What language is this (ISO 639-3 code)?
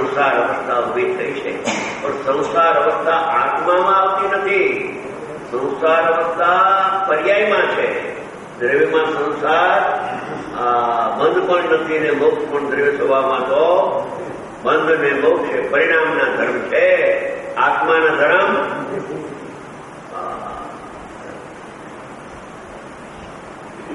guj